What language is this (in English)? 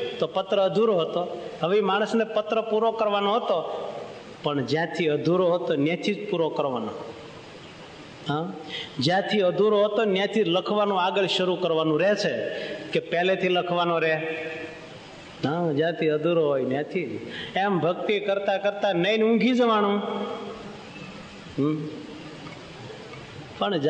Gujarati